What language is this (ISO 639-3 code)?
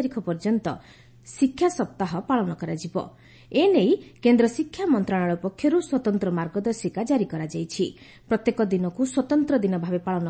ori